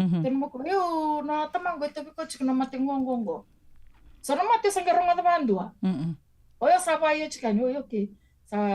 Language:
Fijian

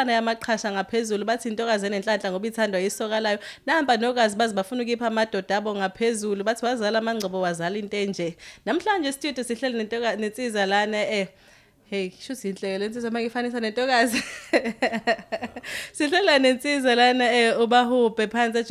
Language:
Zulu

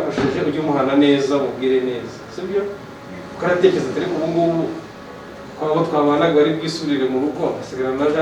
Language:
Kinyarwanda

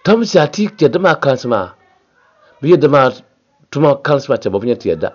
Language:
Dagbani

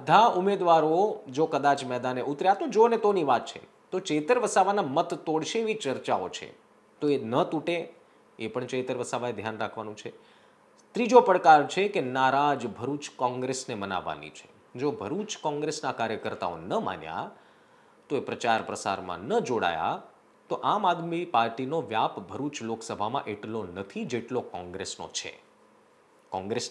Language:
Gujarati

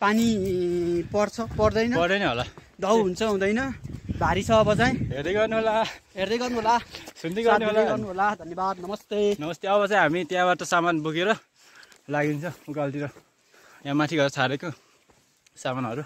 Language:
Nepali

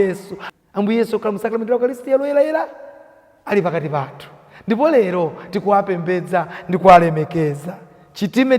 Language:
Nyanja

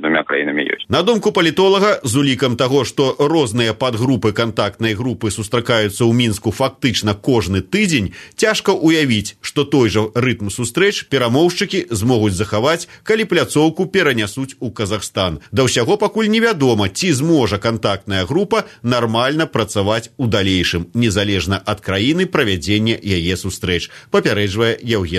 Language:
Belarusian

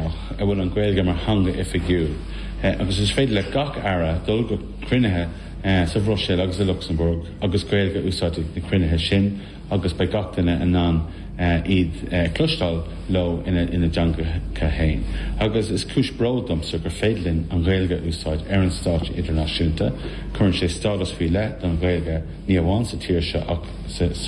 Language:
Irish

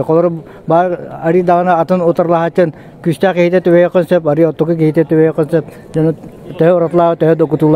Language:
Yakut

